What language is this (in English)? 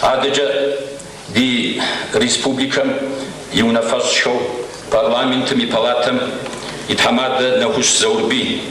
Kabardian